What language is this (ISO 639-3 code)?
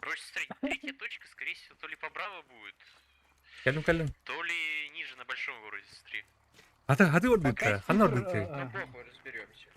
sah